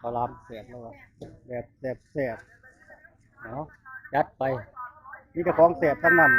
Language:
Northeastern Thai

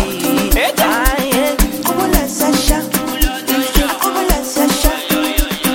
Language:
Swahili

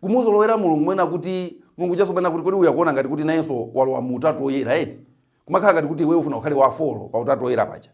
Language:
Nyanja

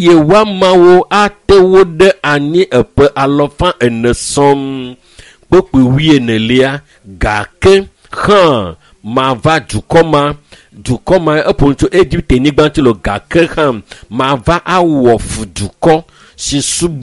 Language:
Ewe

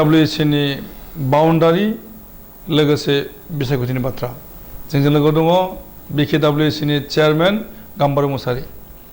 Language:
Bodo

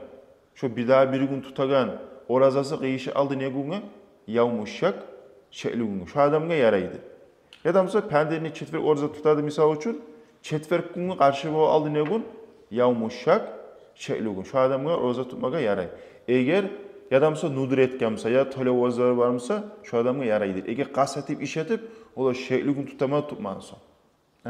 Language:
Kumyk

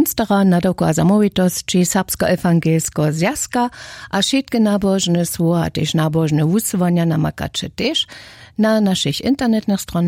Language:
Upper Sorbian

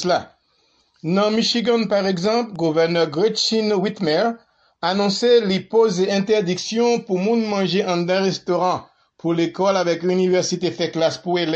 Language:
Haitian Creole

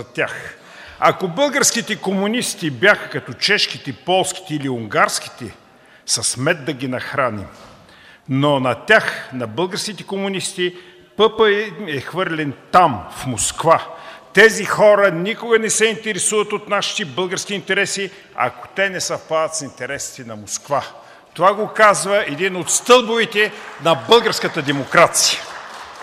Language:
Bulgarian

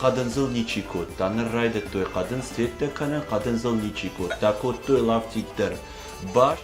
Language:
Ossetic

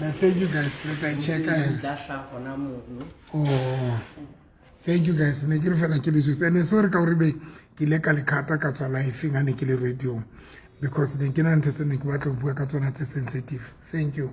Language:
Tswana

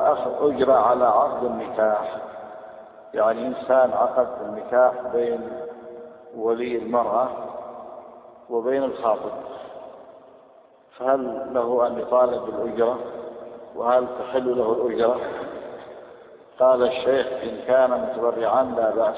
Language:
Arabic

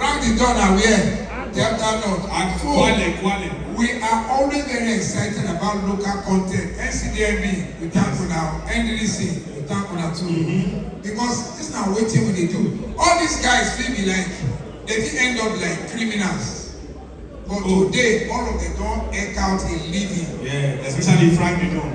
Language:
Nigerian Pidgin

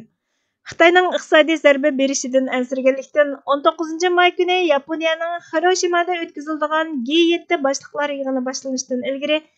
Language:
Uyghur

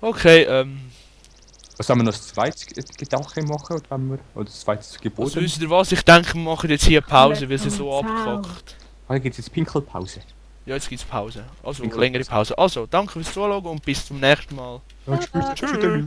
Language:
Swiss German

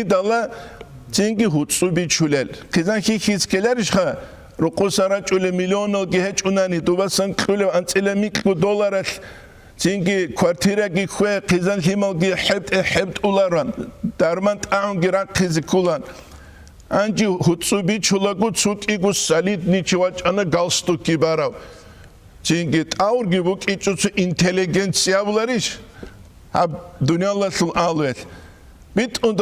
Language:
Avaric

